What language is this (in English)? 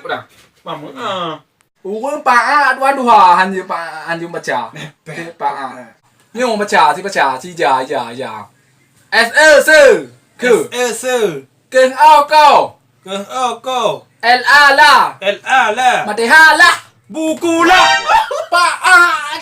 Achinese